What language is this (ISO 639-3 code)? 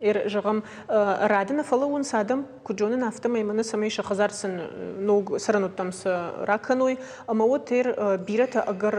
oss